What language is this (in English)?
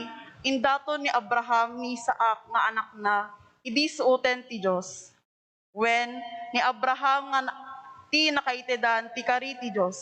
Iloko